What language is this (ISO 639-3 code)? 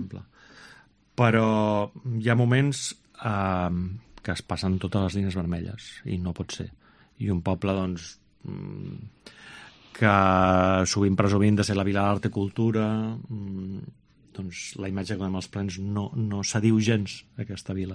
cat